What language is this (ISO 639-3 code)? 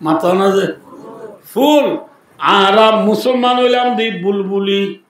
rhg